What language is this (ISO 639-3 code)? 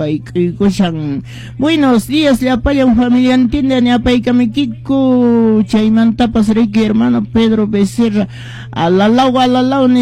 que